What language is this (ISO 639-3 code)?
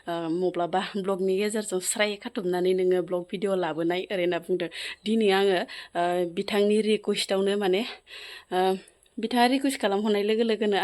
brx